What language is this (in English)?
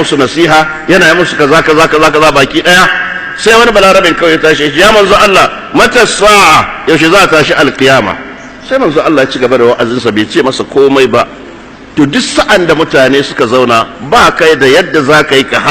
Hausa